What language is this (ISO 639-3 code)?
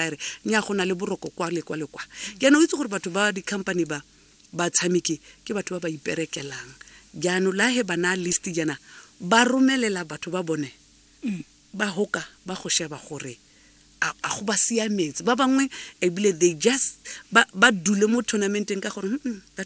tsn